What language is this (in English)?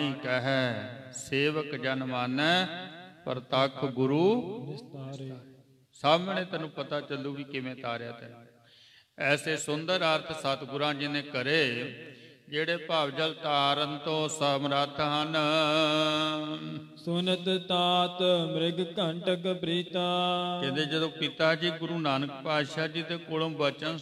Punjabi